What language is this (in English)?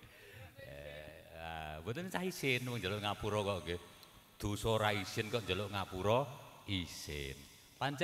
Javanese